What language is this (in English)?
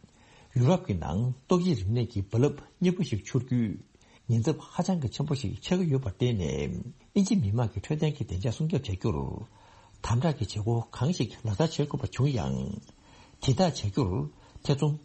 Tibetan